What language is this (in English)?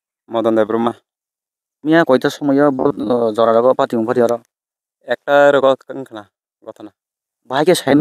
Kok Borok